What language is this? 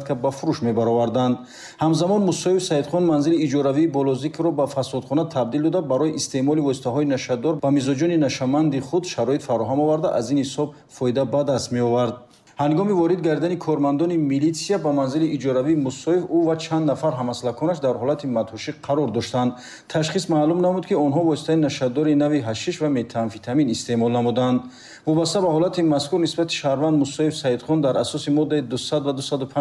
Tajik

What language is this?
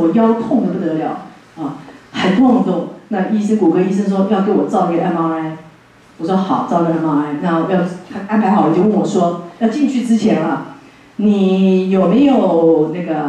Chinese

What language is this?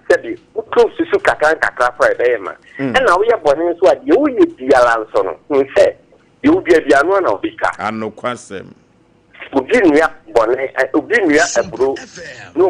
Akan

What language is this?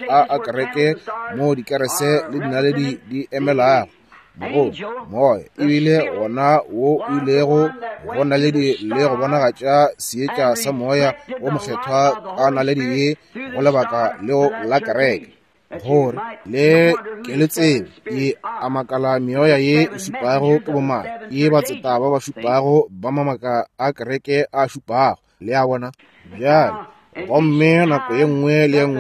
Northern Sotho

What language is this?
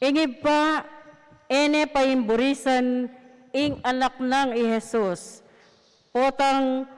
Pampanga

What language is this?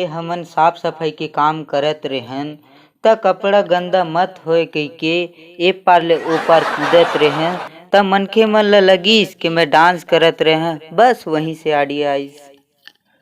Chhattisgarhi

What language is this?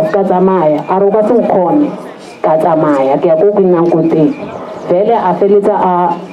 Northern Sotho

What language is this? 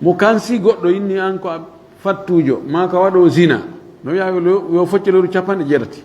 Fula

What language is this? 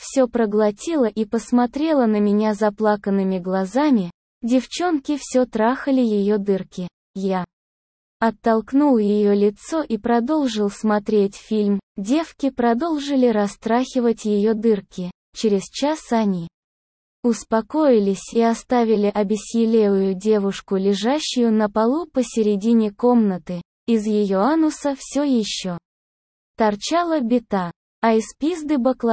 Russian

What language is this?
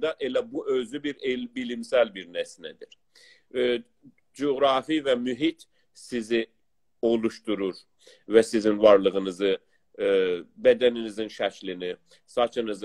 South Azerbaijani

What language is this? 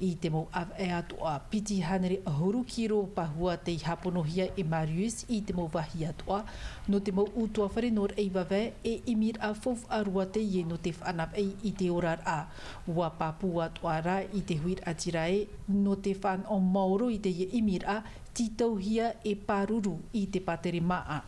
Tahitian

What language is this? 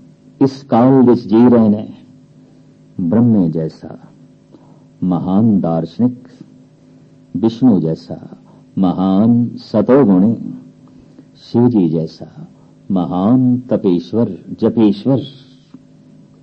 Punjabi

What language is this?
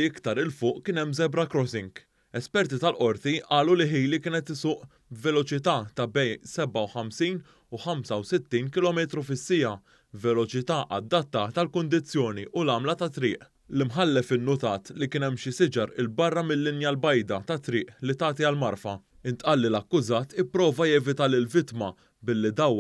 Maltese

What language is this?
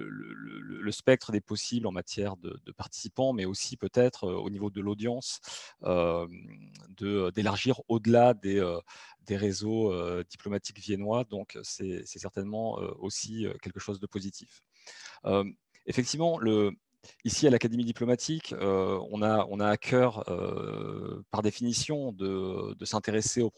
French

